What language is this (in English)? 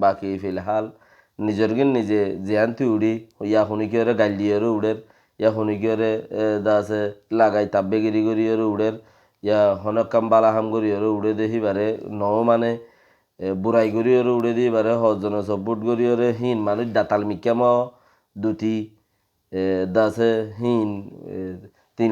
Rohingya